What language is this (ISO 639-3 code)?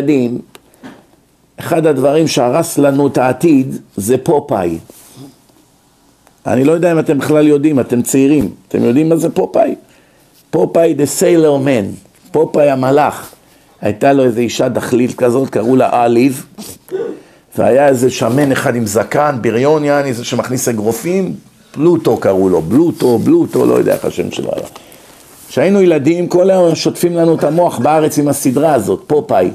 heb